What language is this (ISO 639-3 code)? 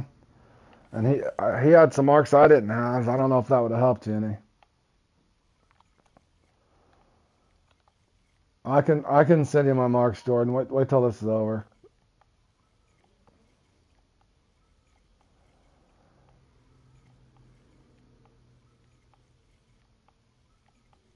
eng